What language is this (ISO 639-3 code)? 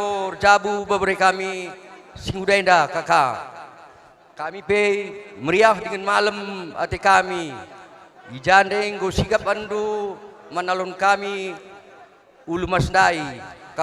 btx